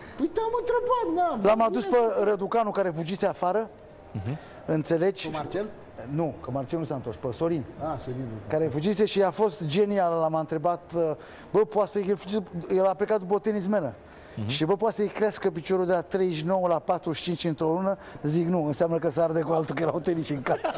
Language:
Romanian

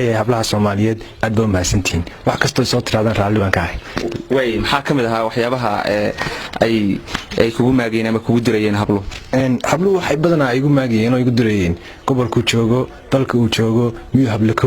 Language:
Somali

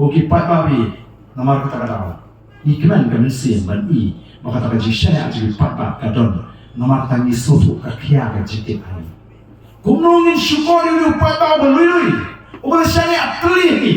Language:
Khasi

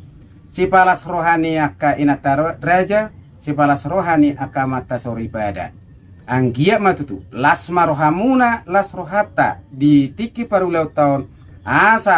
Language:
Batak Toba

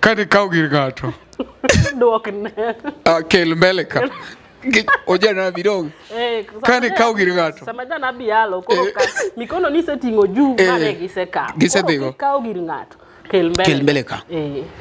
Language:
Luo (Kenya and Tanzania)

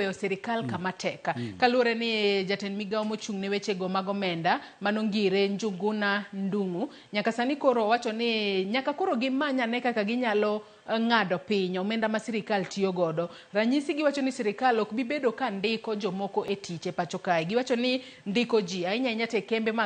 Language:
Luo (Kenya and Tanzania)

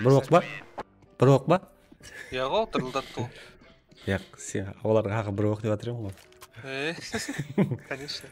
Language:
Kara-Kalpak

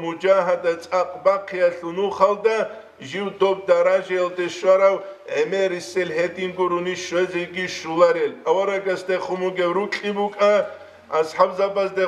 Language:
Avaric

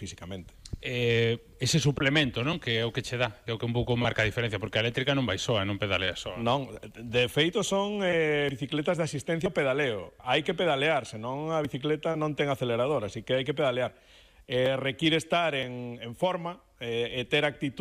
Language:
Galician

